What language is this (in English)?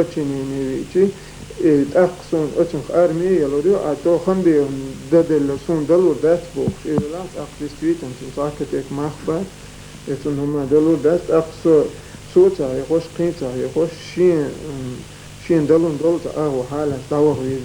Chechen